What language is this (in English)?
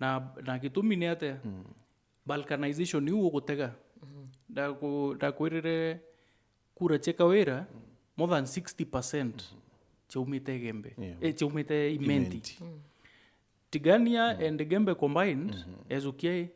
Meru